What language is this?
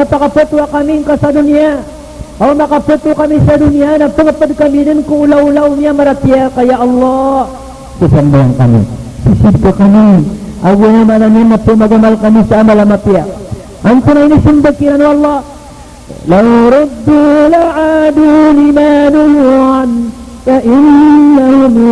Maranao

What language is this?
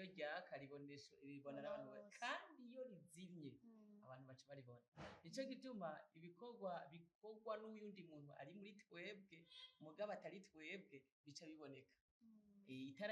Rundi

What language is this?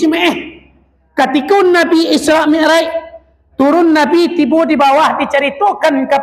Minangkabau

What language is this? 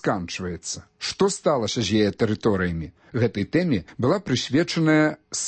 Belarusian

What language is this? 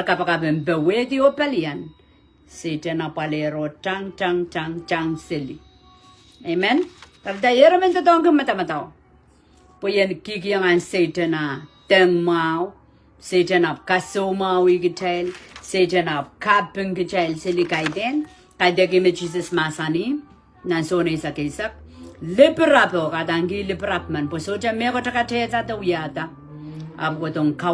Pohnpeian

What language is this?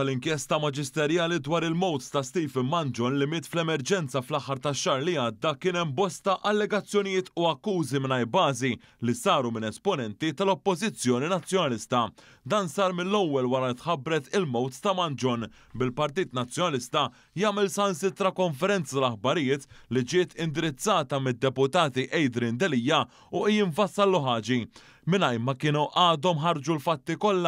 Maltese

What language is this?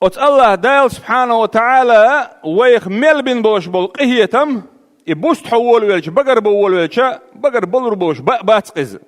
Chechen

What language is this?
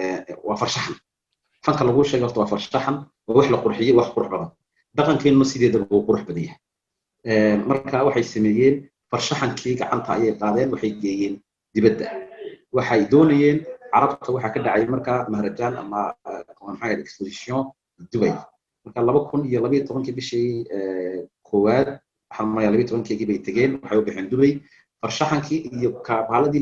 Somali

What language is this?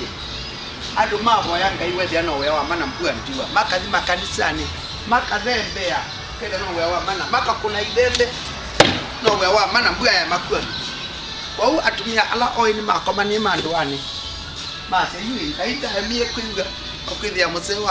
Kamba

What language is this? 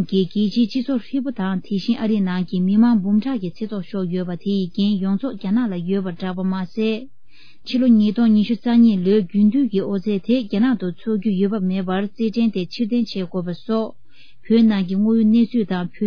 Tibetan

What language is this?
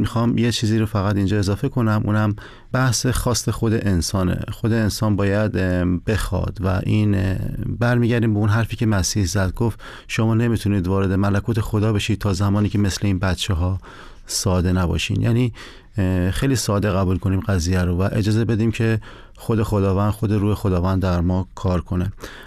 Persian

